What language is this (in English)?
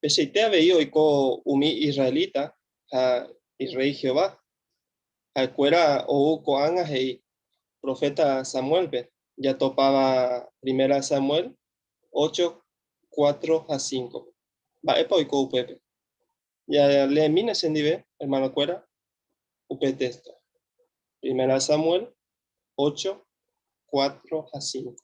Guarani